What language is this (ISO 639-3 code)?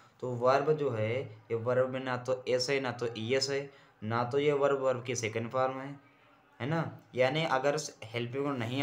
hin